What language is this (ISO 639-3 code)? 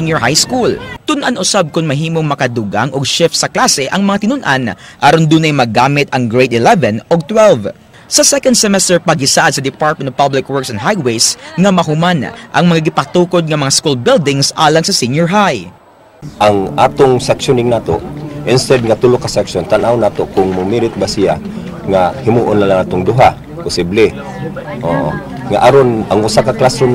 ceb